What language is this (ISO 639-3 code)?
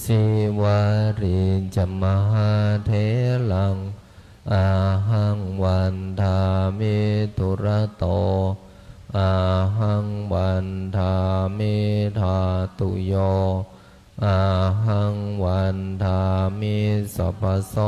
pli